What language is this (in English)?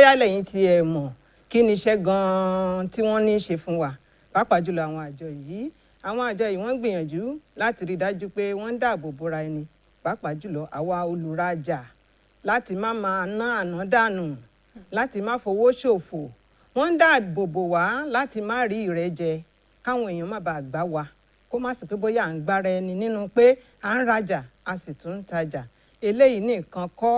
Yoruba